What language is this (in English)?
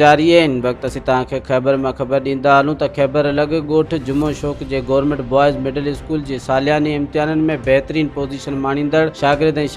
Sindhi